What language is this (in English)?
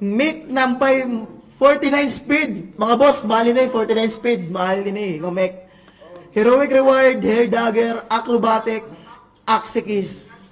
Waray